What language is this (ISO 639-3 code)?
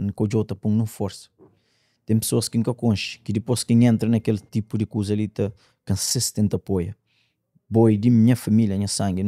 kea